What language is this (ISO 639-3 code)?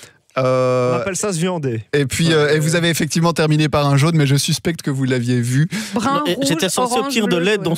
fra